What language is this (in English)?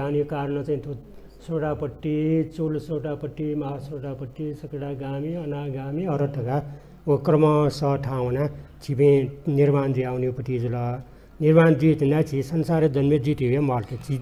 Newari